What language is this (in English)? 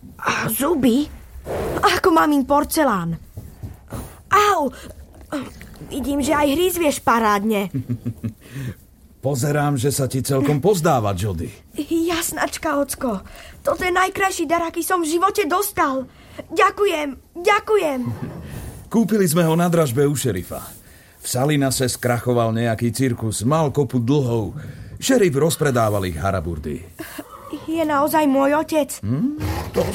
Slovak